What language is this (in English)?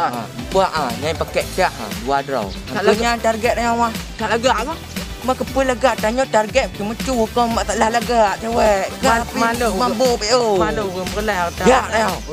Achinese